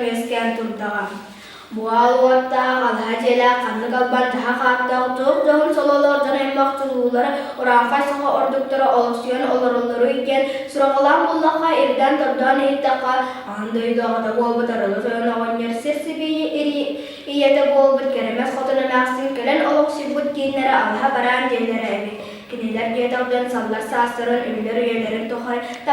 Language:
Yakut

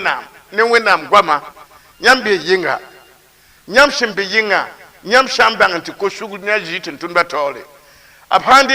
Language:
Mossi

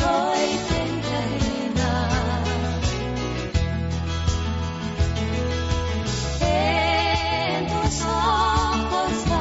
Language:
Basque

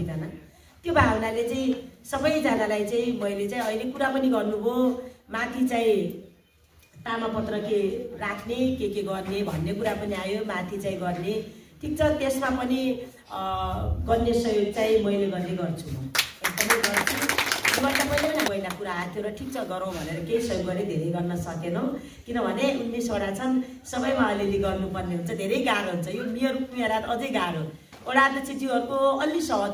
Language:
Nepali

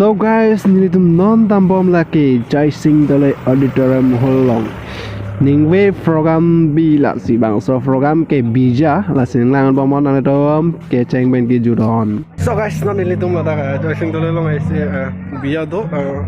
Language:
Karbi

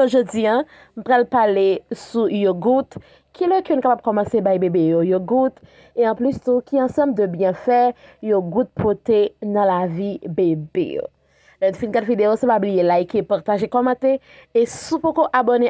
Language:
Haitian Creole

